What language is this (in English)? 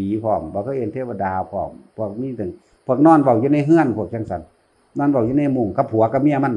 Northeastern Thai